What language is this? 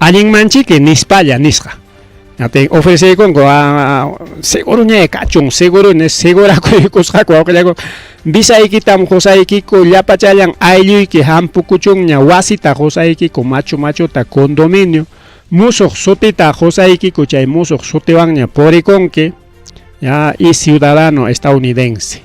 Ayacucho Quechua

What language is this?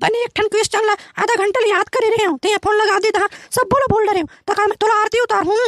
Chhattisgarhi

